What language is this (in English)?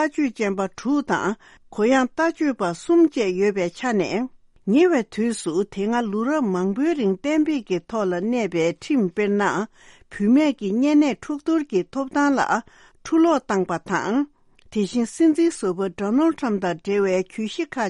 Tibetan